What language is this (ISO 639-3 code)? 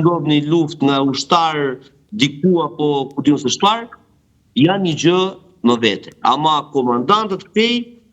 sqi